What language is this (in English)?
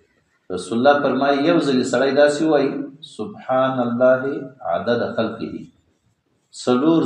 Pashto